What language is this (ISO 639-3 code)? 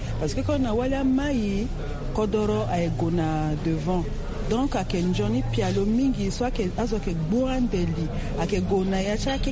sag